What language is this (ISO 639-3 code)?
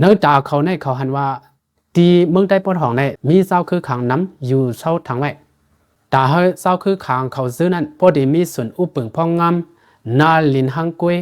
lao